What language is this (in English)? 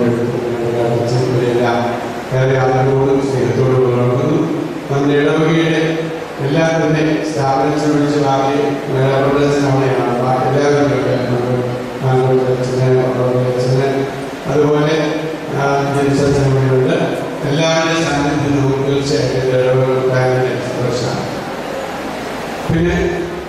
Malayalam